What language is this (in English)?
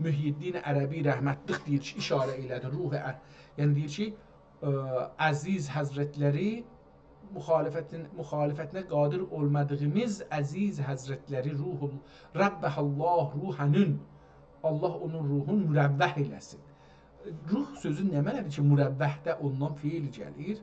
South Azerbaijani